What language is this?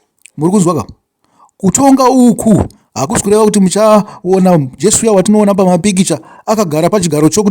Shona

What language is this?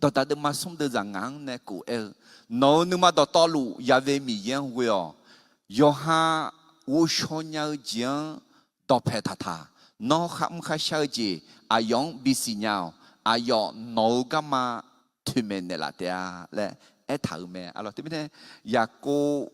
Akha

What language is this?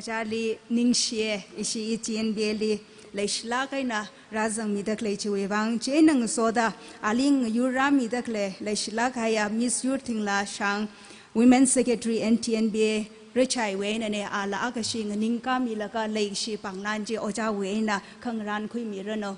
Tangkhul Naga (India)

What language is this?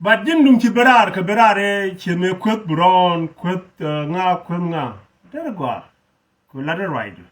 Nuer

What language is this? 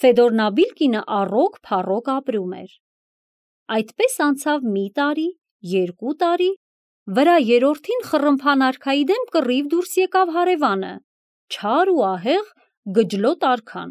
Armenian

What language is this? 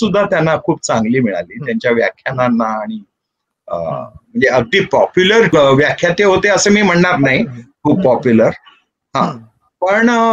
Marathi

